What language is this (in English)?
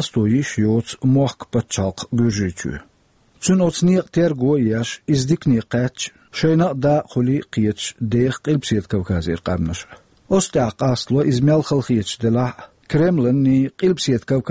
Chechen